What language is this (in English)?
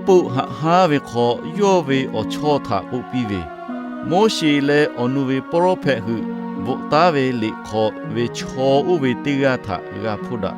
Lahu